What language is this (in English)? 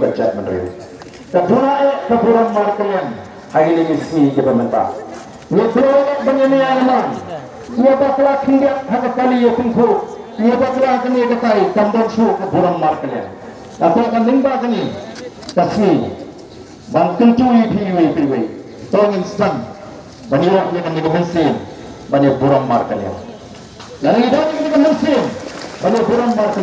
Khasi